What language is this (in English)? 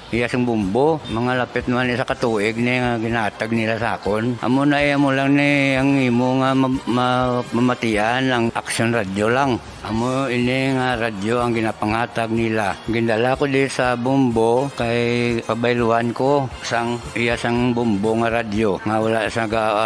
Hiligaynon